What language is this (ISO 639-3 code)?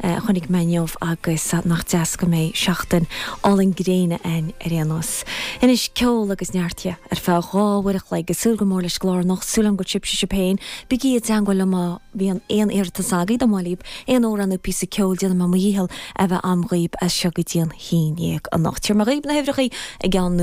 gle